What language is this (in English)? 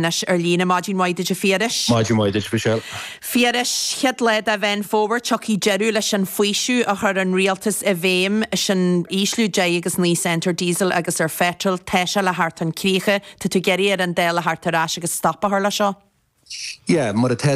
Irish